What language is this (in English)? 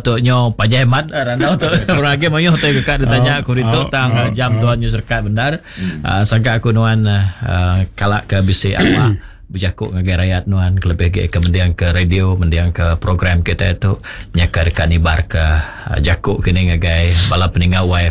Iban